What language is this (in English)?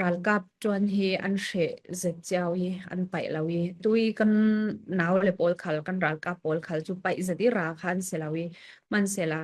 Falam Chin